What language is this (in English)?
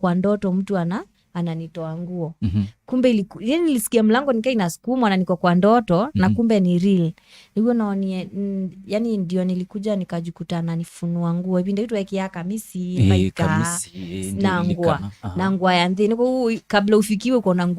Kamba